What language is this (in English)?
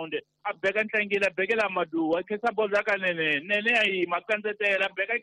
Tsonga